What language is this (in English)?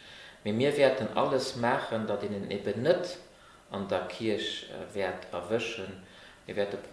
Luxembourgish